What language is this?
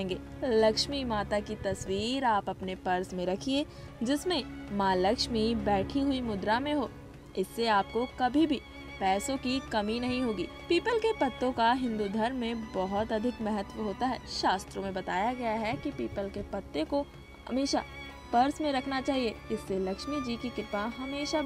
Hindi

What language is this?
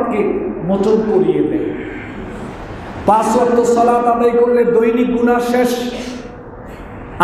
Bangla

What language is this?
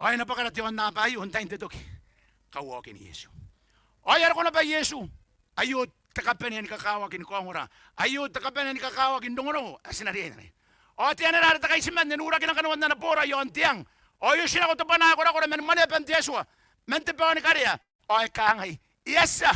Gilbertese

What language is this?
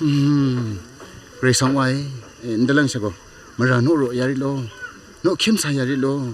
Kachin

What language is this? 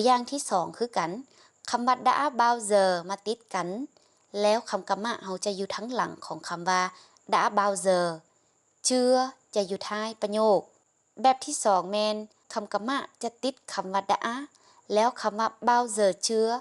Lao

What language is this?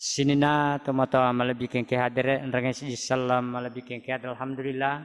Buginese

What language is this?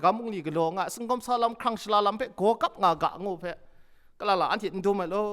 Kachin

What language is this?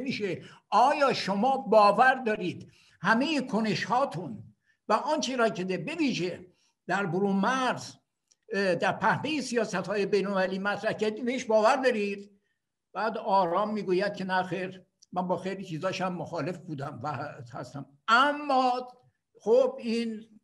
Persian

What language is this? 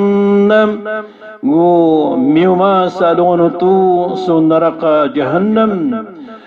Maranao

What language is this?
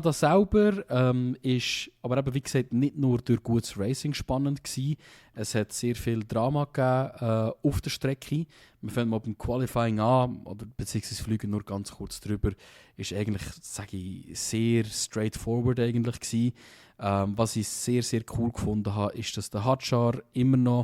Swiss German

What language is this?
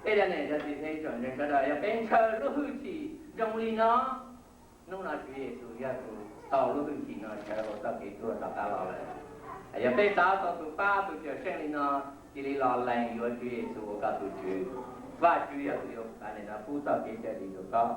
Hmong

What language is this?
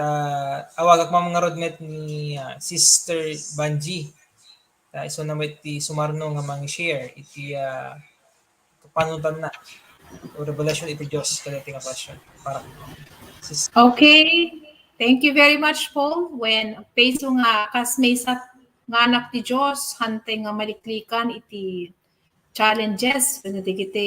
Iloko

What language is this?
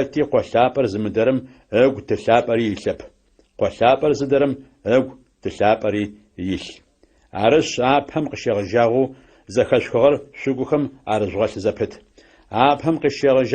Adyghe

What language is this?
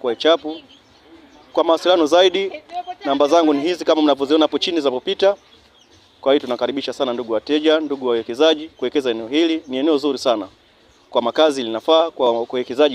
Swahili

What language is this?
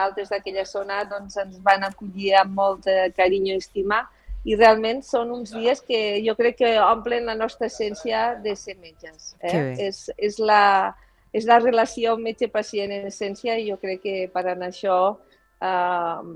Catalan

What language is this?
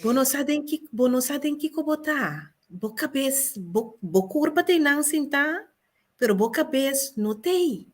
Papiamento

